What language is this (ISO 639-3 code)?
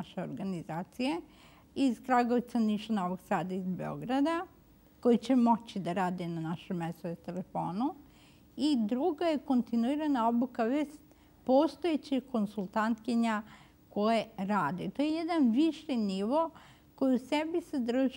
srp